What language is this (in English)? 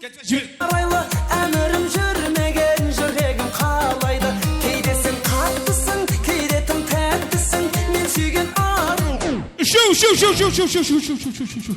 Kara-Kalpak